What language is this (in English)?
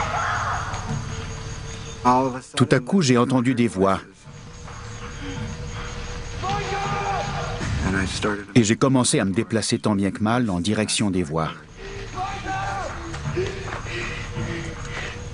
French